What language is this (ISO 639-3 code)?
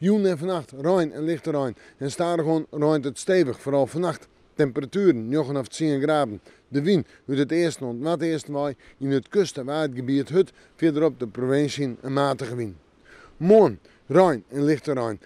fry